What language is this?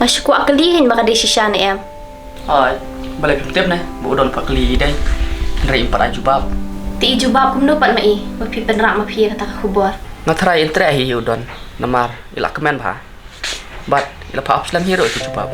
Khasi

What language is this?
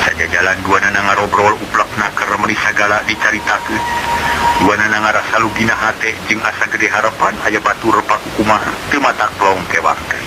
Sundanese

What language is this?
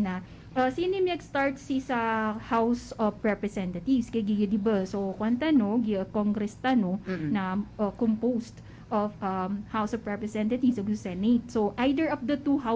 Maranao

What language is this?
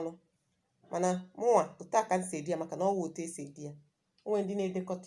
Igbo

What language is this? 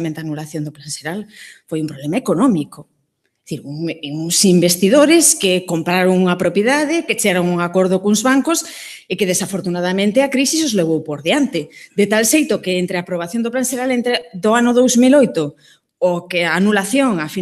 Galician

